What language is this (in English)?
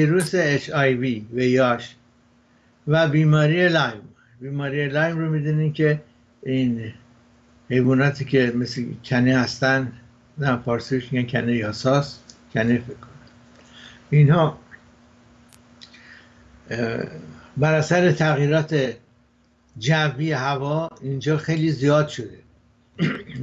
Persian